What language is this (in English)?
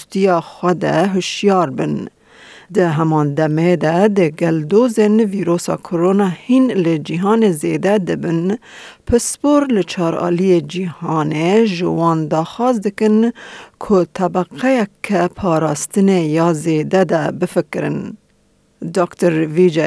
Kurdish